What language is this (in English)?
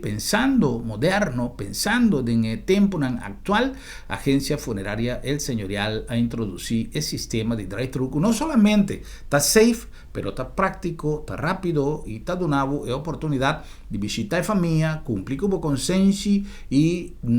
Papiamento